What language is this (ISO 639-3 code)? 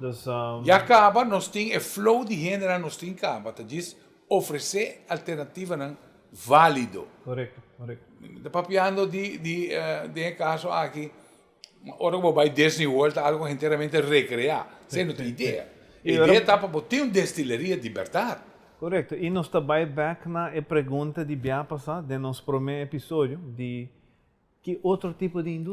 pap